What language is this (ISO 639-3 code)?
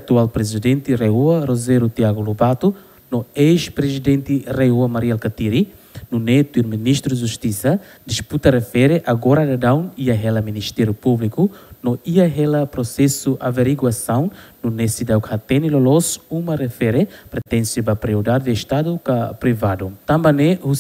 tet